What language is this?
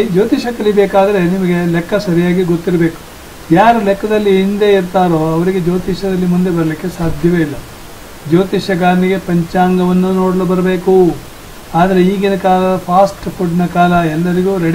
Kannada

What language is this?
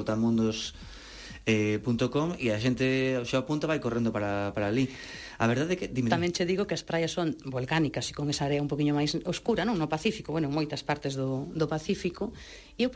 Galician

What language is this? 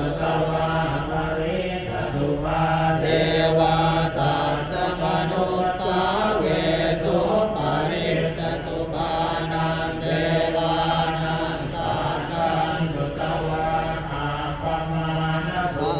Pali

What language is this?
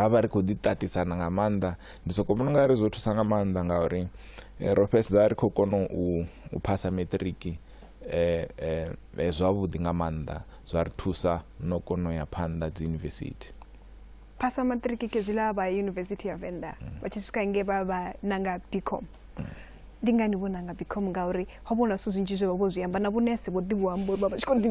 Venda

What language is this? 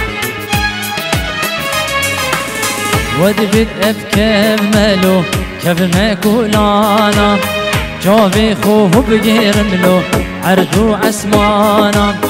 Kurdish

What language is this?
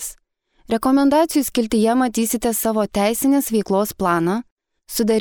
Lithuanian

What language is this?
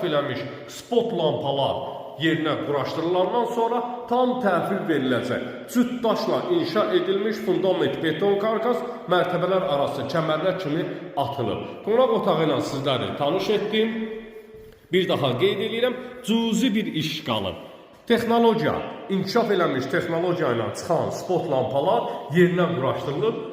Azerbaijani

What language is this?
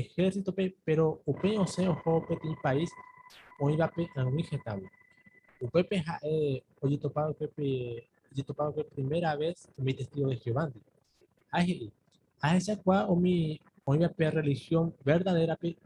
Guarani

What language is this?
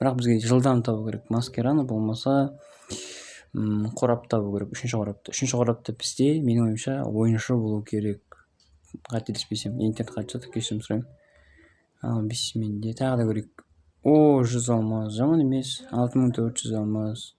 Kazakh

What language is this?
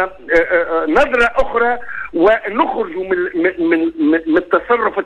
Tunisian Arabic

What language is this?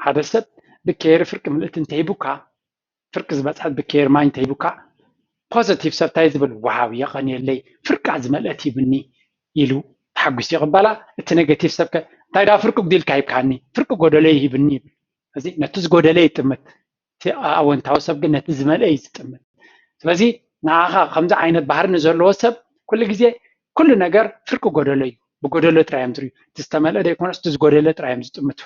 Tigrinya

